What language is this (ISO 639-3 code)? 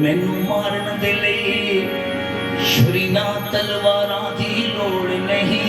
doi